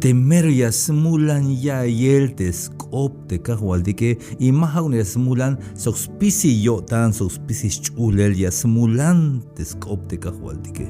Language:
Tzeltal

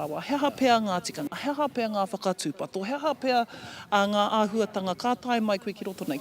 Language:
Māori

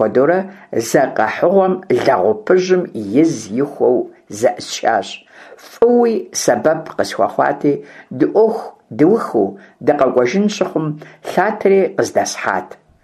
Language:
Kabardian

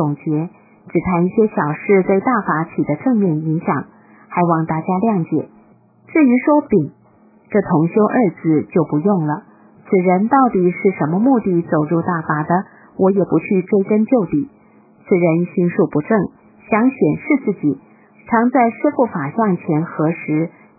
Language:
Chinese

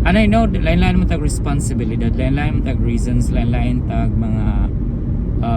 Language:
Cebuano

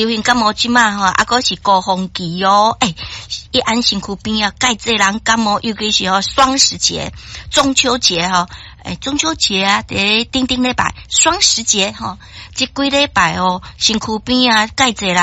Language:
Min Nan Chinese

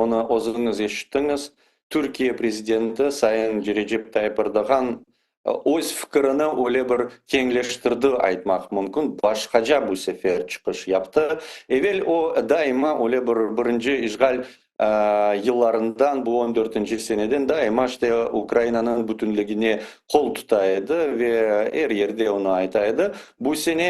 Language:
Crimean Tatar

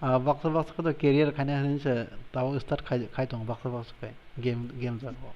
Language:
Kok Borok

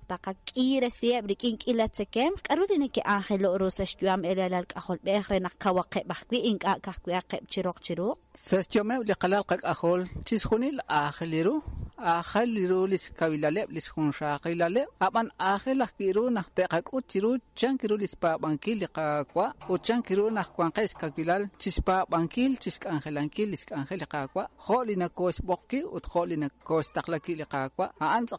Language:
Kekchí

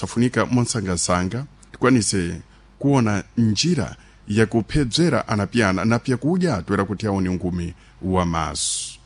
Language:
Sena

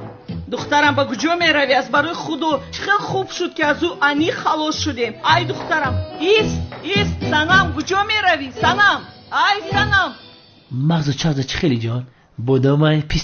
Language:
Tajik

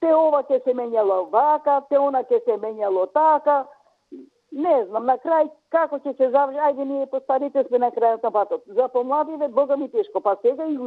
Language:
Macedonian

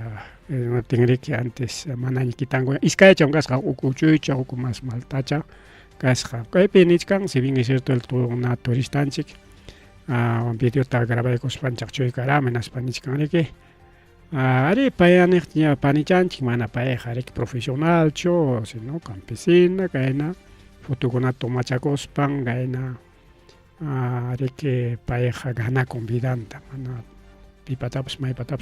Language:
Ayacucho Quechua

